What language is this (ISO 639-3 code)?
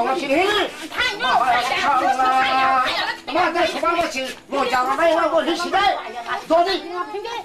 trp